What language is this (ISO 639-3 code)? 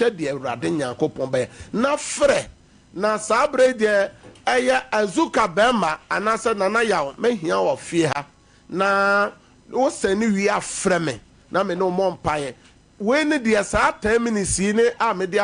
aka